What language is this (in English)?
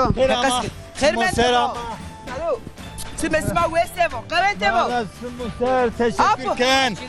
Zaza